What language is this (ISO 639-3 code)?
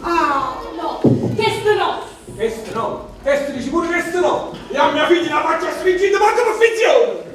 nap